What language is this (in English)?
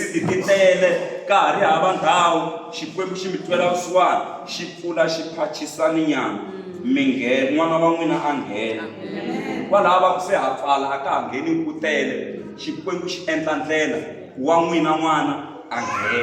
Tsonga